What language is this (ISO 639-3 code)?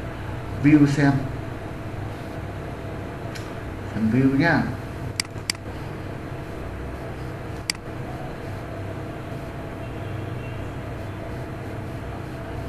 vie